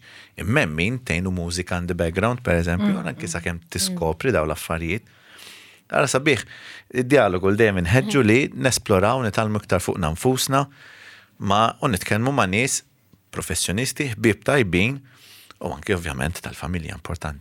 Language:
Maltese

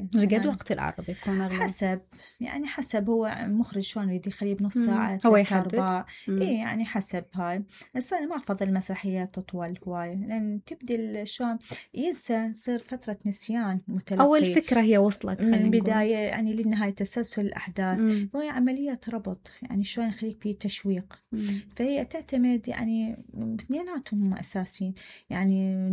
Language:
Mesopotamian Arabic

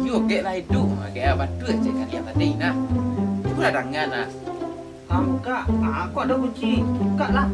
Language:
Minangkabau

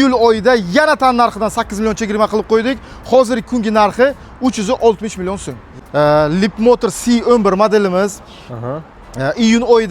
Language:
Uzbek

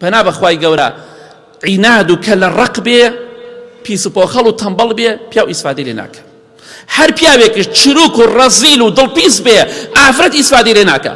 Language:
Central Kurdish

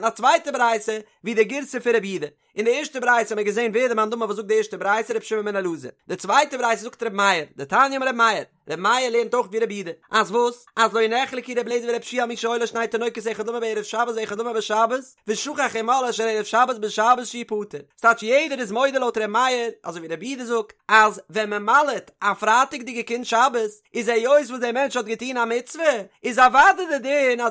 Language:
Yiddish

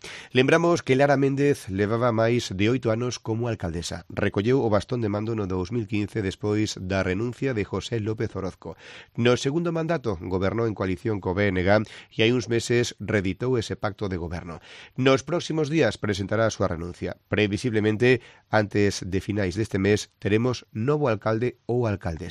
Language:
Galician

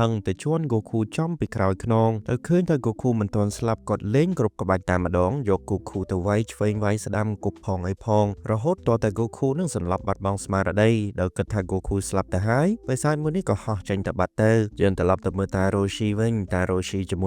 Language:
Khmer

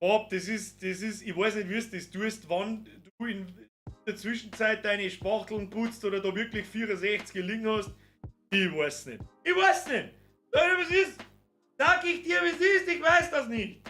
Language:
Bavarian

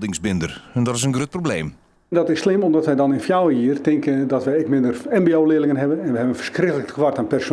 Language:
Western Frisian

